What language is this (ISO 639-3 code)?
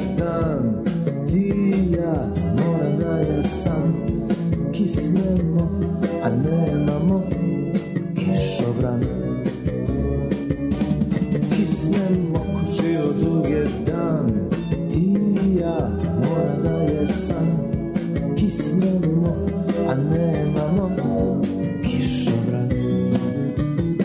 srp